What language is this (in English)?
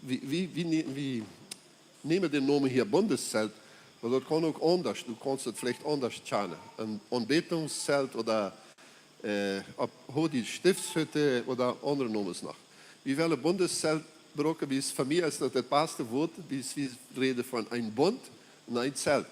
Plautdietsch